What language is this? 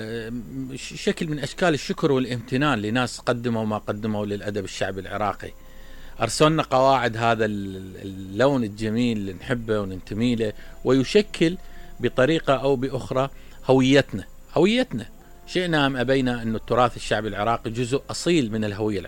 Mesopotamian Arabic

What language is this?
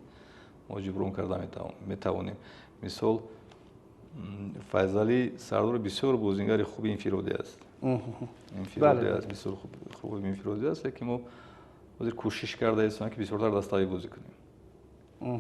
Tajik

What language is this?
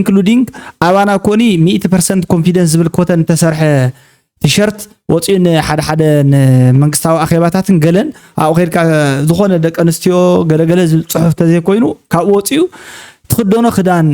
Tigrinya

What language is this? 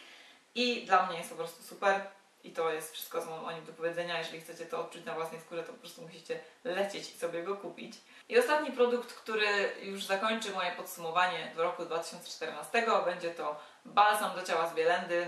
Polish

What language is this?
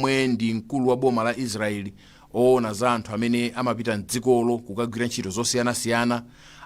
Nyanja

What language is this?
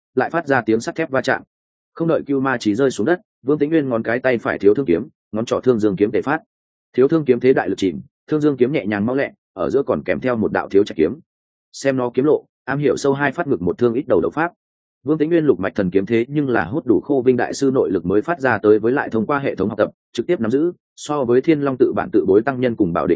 Vietnamese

